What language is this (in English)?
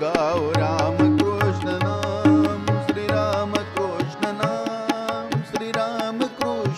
Hindi